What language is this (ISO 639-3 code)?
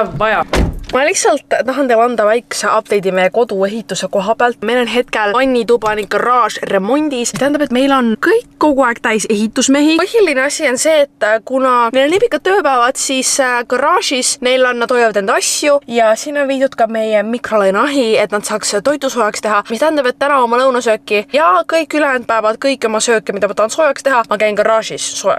est